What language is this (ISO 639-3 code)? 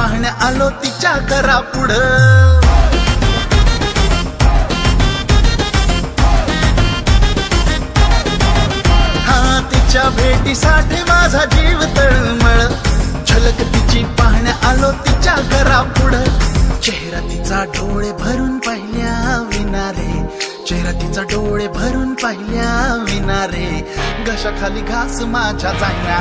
mar